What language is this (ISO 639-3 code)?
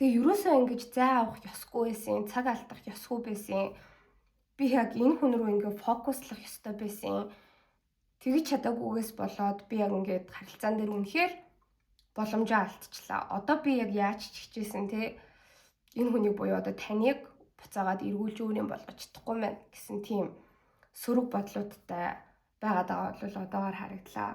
mon